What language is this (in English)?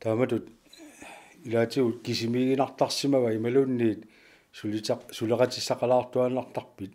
Kalaallisut